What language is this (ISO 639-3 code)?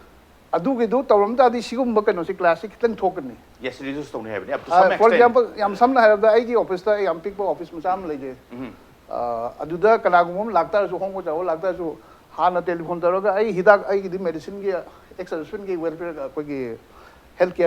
mni